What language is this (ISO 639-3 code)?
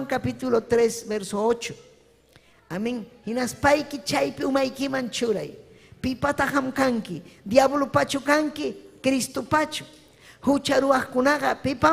quy